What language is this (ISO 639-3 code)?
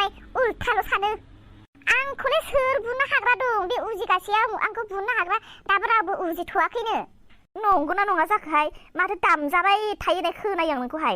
brx